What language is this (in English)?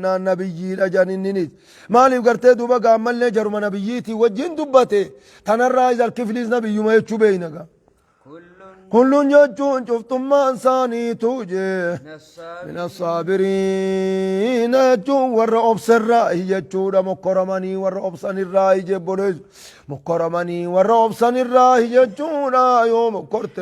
Oromo